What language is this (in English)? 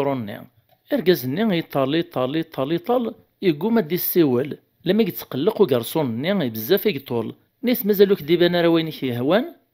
Kabyle